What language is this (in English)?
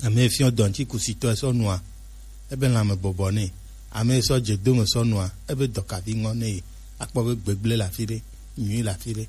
Gen